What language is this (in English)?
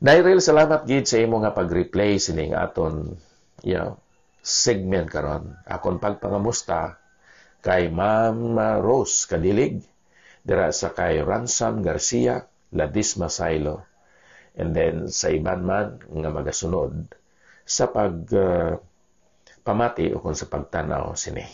Hiligaynon